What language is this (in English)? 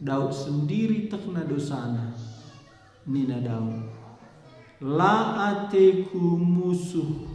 Batak Karo